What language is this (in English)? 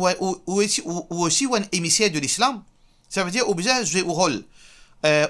Morisyen